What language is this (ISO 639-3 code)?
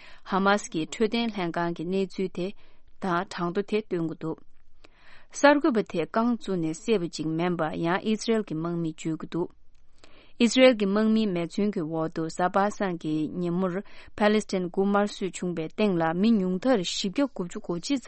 bod